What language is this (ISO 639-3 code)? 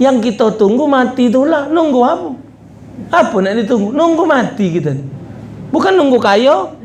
mui